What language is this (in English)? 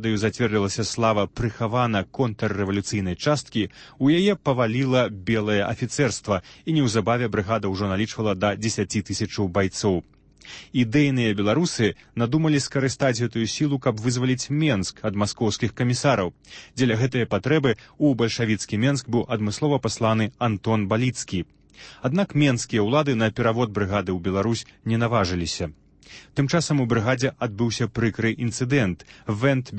Belarusian